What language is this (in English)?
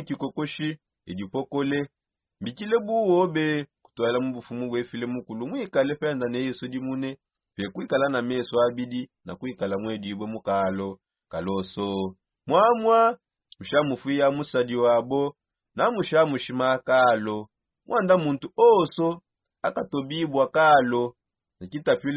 Songe